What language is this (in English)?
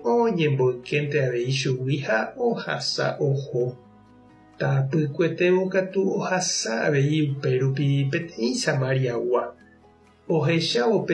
Guarani